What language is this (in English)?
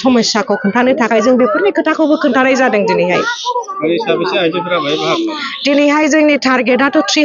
Bodo